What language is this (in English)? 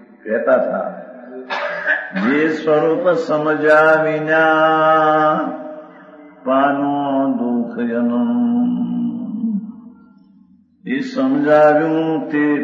Gujarati